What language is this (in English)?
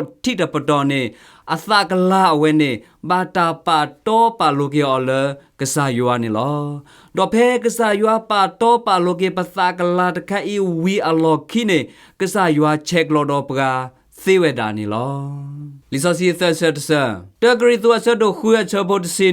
S'gaw Karen